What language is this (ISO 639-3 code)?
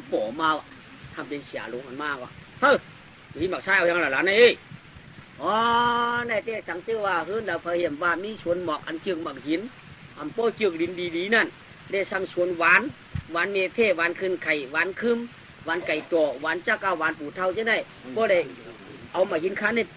shn